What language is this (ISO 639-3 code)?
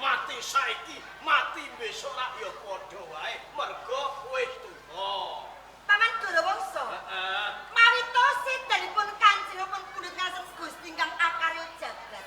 jav